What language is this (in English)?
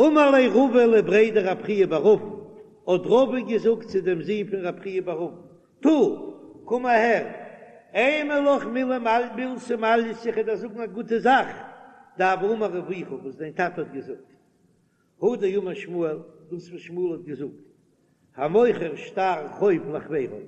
Yiddish